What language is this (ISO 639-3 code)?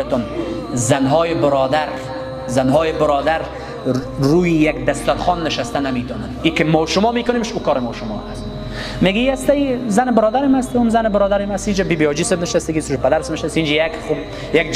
fas